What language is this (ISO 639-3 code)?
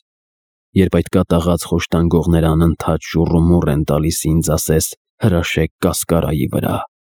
hye